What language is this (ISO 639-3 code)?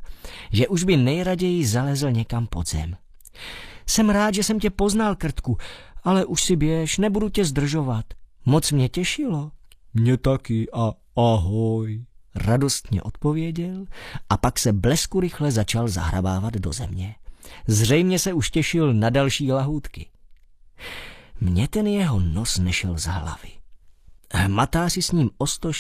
ces